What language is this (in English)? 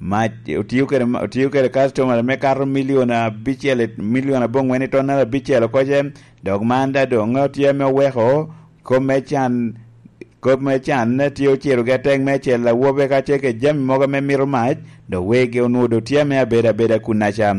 Lango (Uganda)